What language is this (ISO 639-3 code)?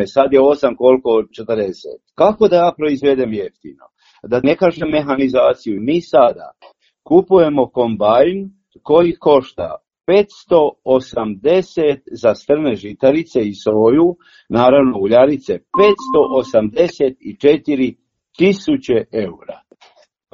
hrv